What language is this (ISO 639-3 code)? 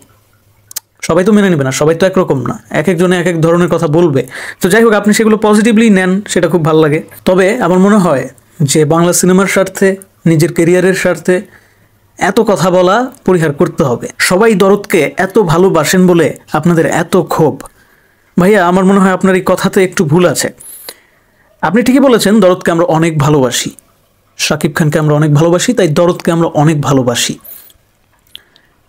ben